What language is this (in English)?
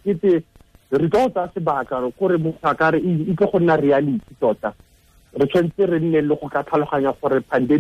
Tswana